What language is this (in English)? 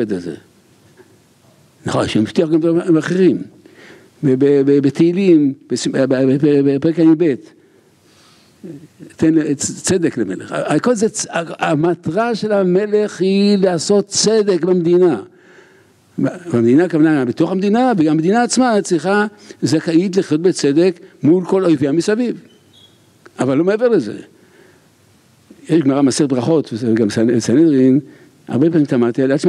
Hebrew